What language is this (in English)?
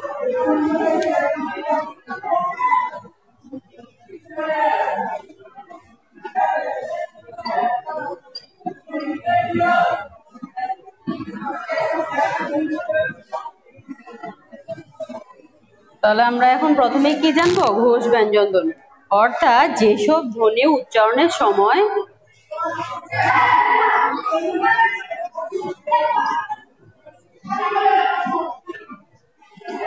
Bangla